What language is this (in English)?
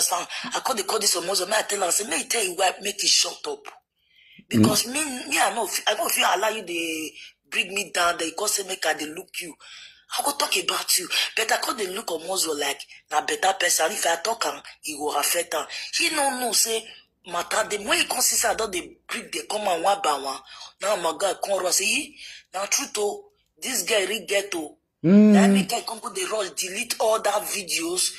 Nigerian Pidgin